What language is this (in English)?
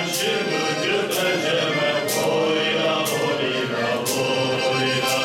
Kabardian